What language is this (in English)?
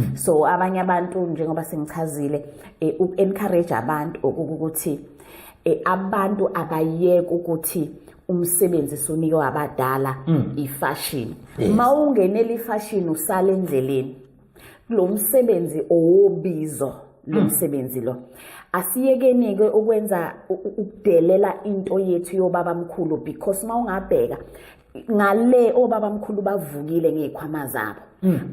Zulu